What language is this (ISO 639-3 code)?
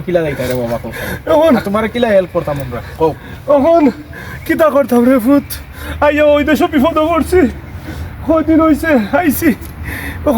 syl